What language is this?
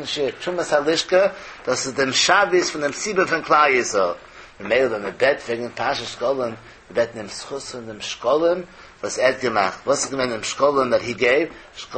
Yiddish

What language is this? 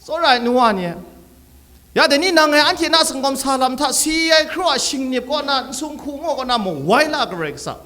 Kachin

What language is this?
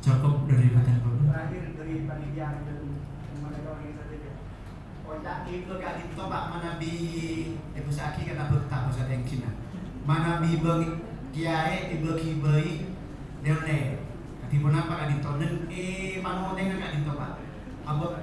Madurese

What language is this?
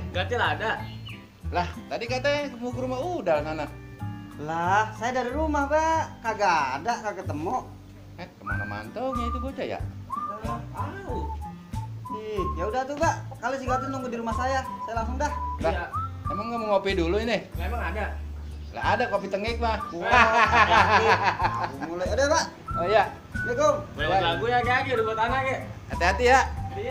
Betawi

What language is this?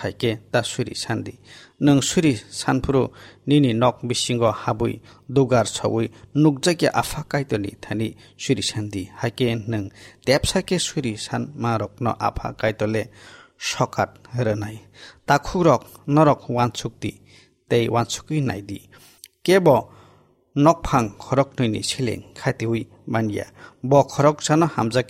Kok Borok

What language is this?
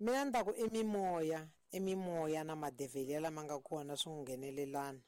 Tsonga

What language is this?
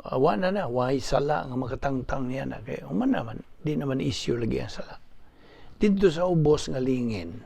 Cebuano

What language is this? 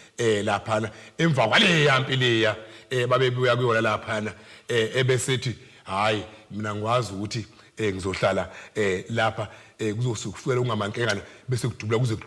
Zulu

